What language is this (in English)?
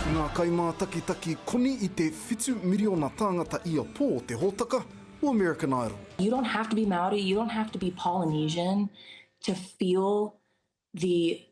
Māori